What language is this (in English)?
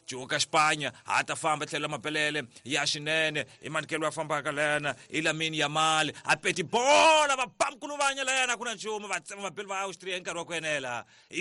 Tsonga